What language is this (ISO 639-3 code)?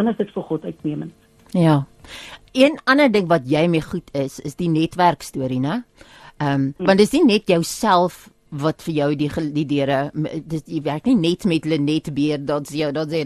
afr